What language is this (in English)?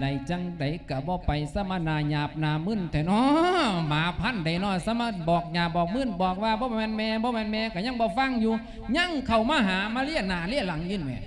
Lao